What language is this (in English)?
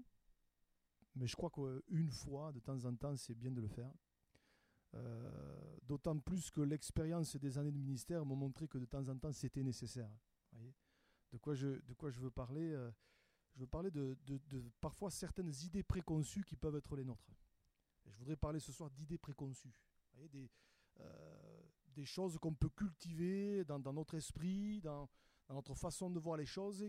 French